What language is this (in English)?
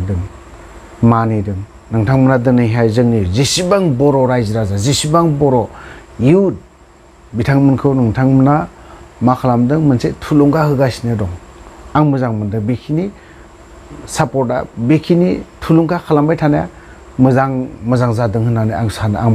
Bodo